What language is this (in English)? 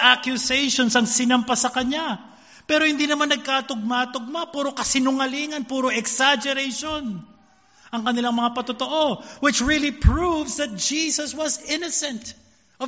Filipino